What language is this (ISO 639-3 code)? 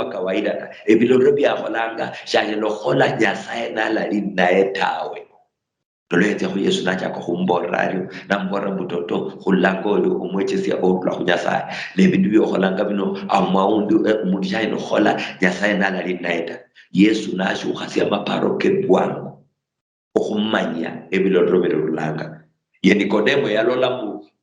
luy